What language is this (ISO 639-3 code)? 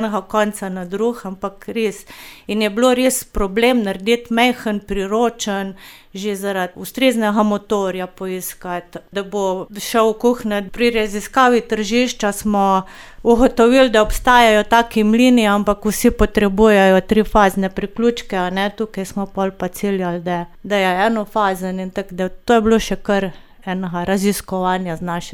slv